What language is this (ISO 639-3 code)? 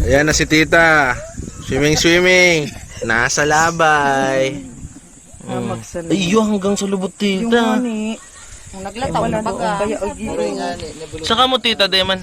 bik